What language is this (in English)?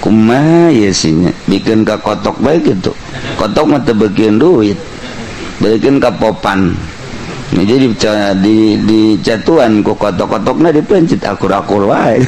Sundanese